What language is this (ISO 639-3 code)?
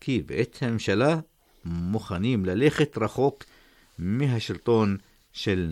heb